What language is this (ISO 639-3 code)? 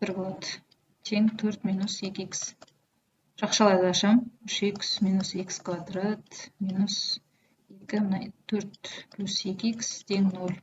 kaz